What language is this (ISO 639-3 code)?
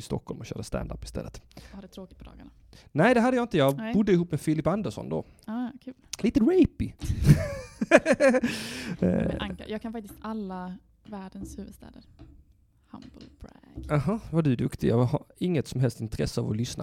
swe